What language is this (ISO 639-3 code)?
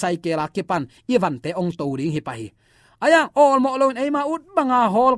ctd